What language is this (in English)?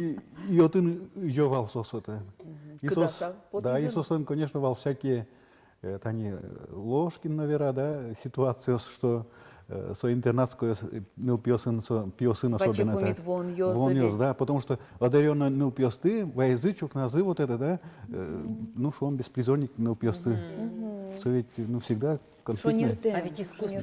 Udmurt